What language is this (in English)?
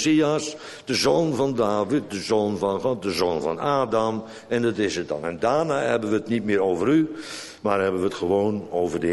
Dutch